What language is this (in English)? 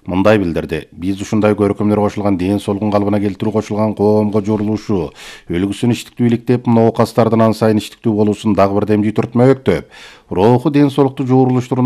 Kyrgyz